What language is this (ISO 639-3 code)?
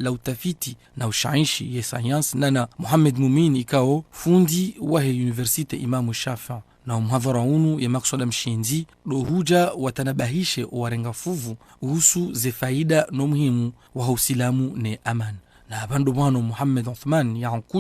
zdj